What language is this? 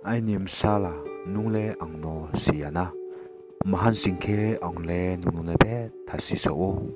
Riang (India)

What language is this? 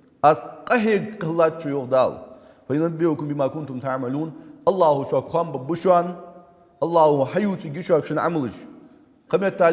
Ingush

